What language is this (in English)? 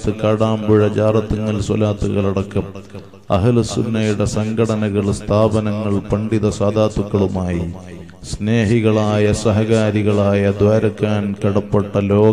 Malayalam